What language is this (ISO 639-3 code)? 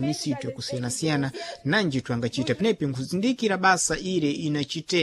seh